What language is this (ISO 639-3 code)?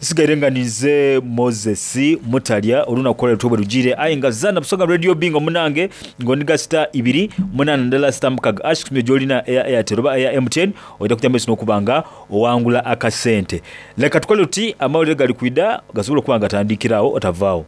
xog